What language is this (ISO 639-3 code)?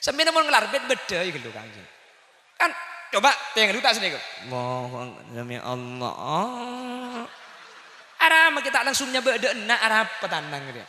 mad